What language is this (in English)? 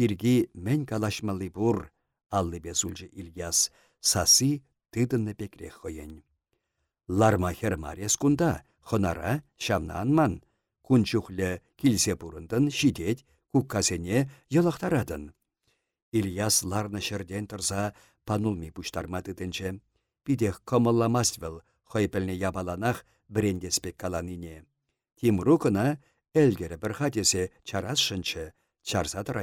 Chuvash